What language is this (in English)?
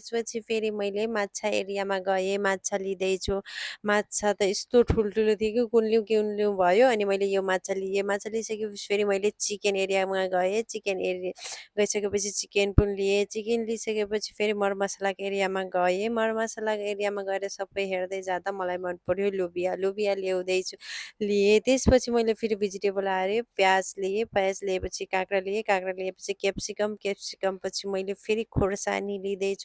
Nepali